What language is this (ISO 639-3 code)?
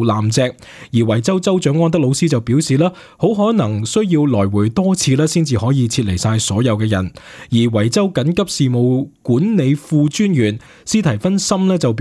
yue